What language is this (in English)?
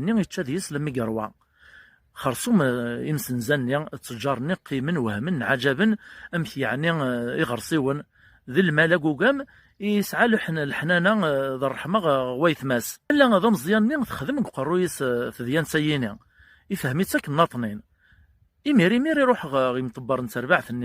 Kabyle